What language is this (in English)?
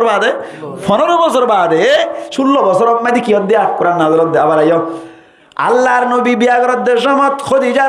Rohingya